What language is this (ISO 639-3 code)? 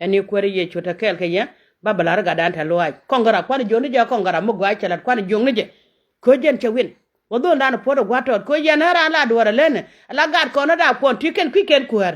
nus